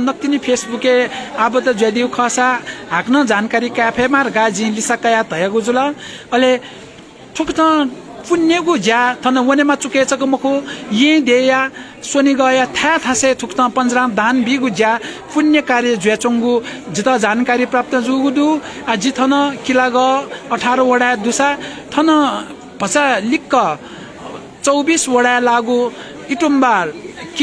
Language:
Newari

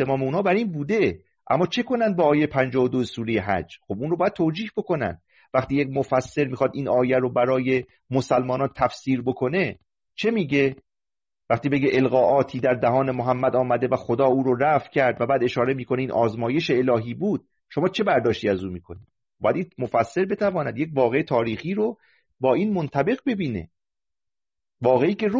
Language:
Persian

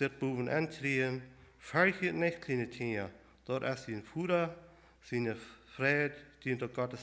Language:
Plautdietsch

